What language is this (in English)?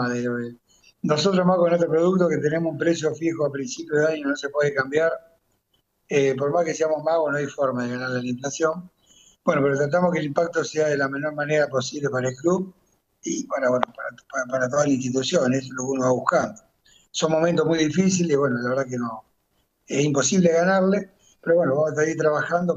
Spanish